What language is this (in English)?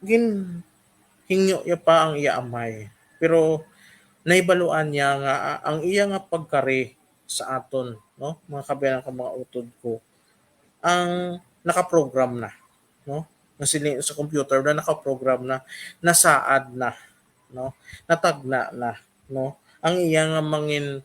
Hiligaynon